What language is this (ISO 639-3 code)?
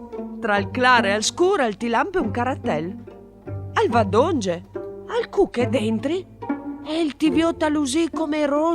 fur